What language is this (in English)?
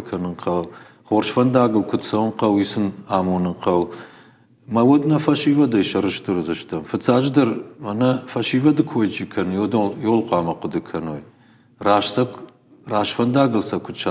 Ossetic